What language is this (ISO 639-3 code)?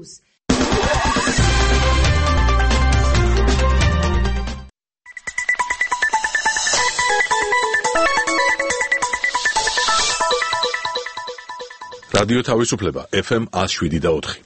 kat